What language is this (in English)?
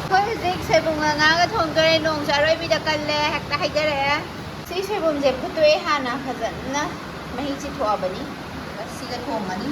Manipuri